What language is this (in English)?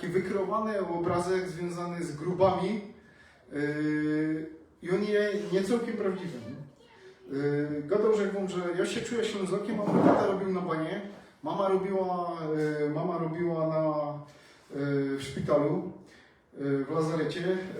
Silesian